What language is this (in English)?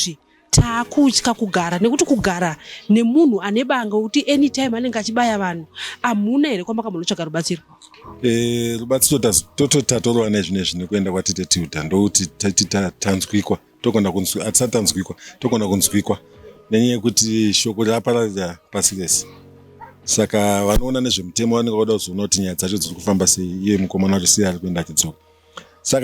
Shona